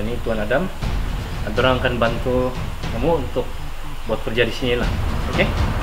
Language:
Malay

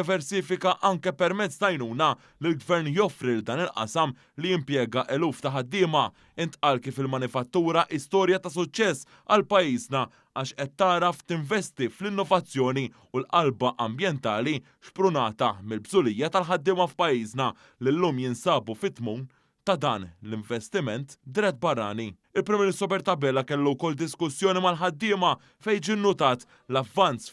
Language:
Maltese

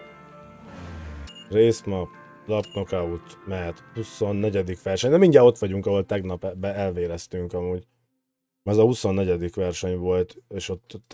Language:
Hungarian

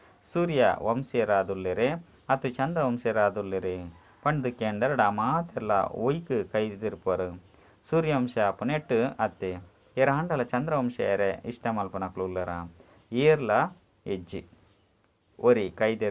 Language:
Tulu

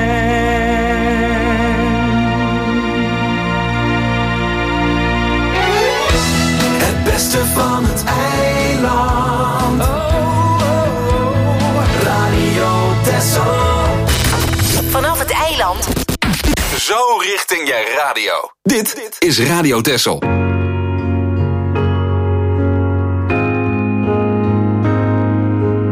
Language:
Dutch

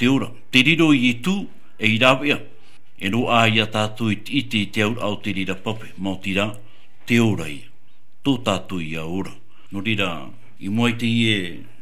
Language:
Tahitian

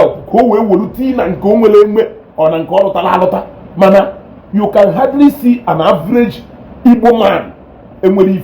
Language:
Igbo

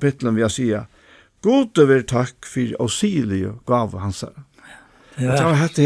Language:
Faroese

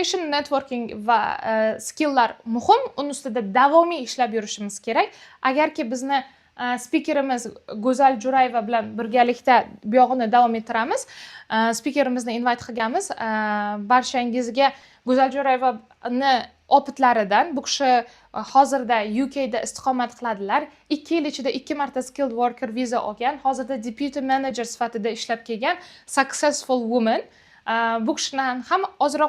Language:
Uzbek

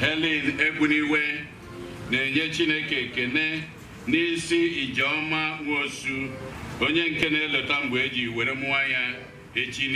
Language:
Igbo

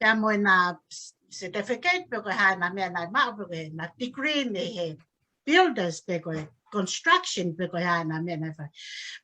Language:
Tongan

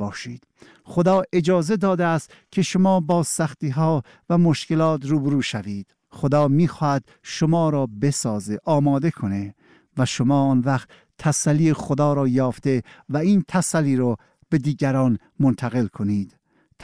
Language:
Persian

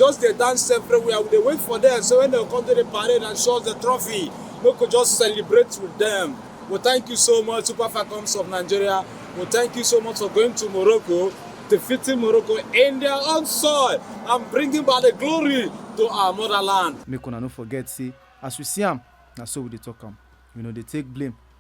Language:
Nigerian Pidgin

